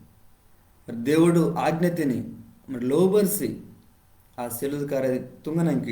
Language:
Koya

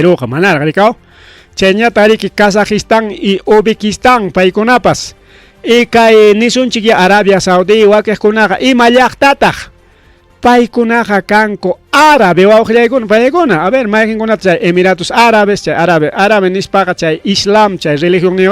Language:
Ayacucho Quechua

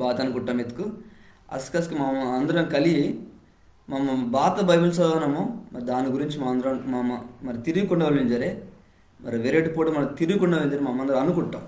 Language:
Koya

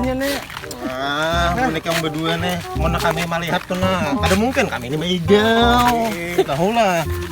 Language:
Banjar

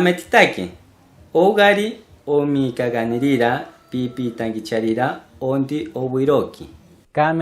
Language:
Machiguenga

